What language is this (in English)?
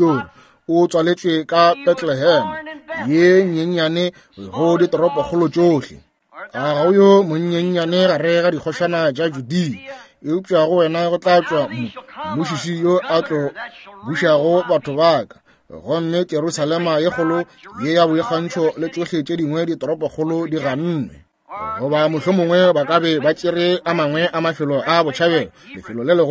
Northern Sotho